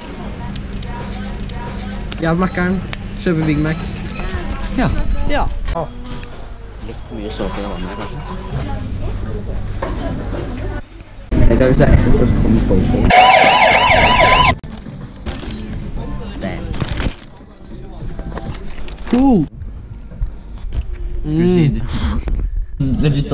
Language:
Norwegian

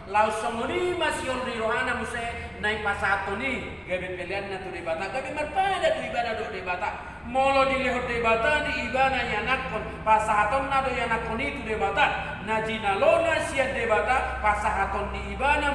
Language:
Batak Toba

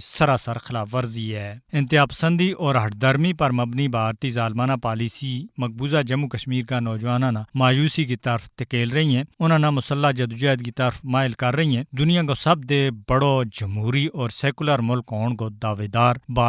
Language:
Gujari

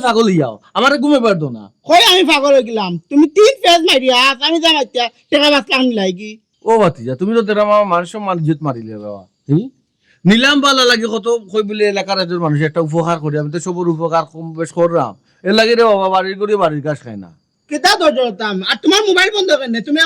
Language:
Sylheti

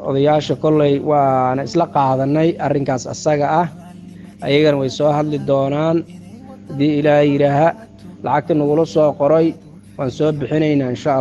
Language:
Somali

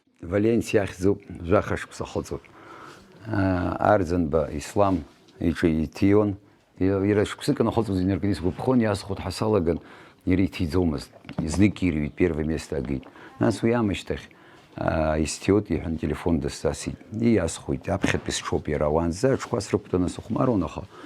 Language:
Abkhazian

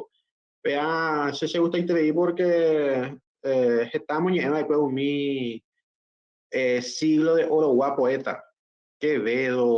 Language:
Guarani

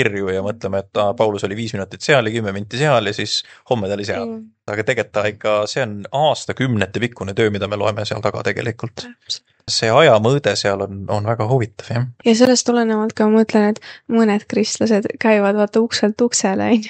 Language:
Estonian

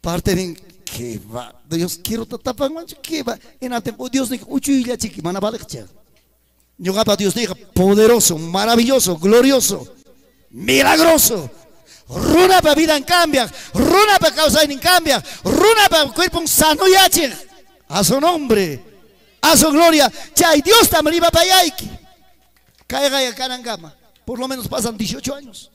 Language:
Ayacucho Quechua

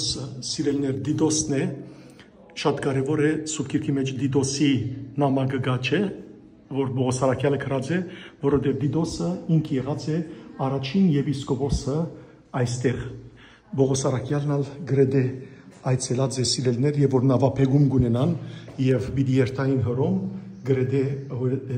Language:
Western Armenian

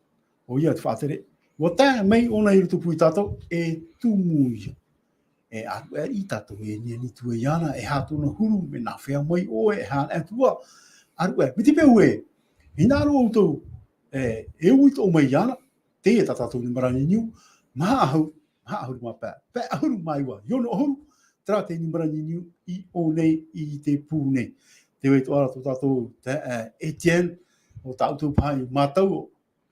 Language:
Tahitian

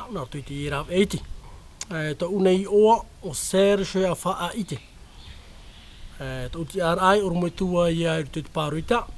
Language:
Tahitian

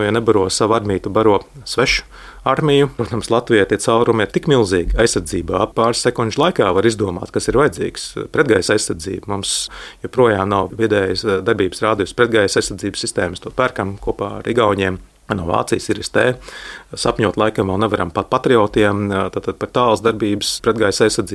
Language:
Latvian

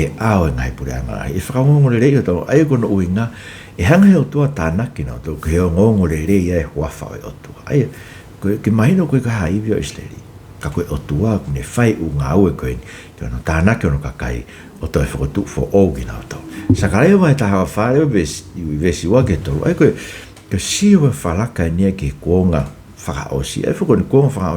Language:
Tongan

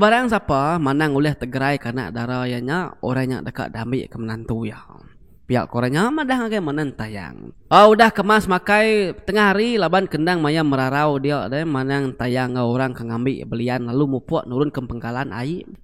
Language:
Iban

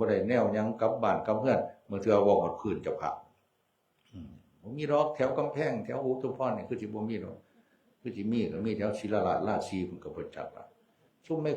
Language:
Northeastern Thai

